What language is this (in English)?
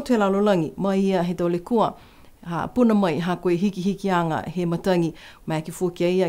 Niuean